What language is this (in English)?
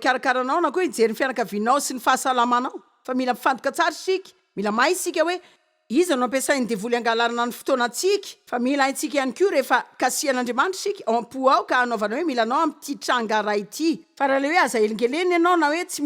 Malagasy